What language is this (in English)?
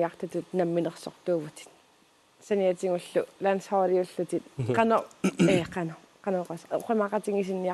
Kalaallisut